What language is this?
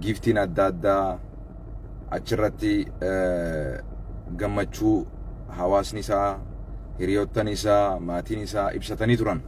Oromo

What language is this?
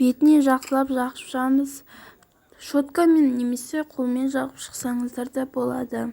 Kazakh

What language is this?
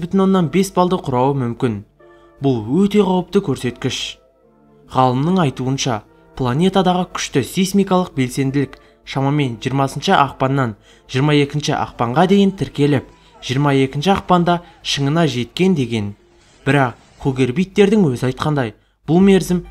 Kazakh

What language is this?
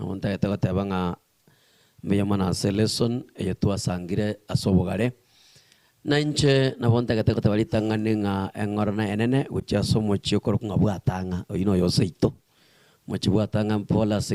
Gusii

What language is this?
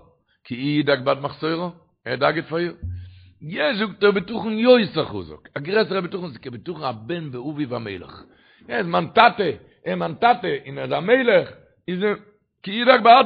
Yiddish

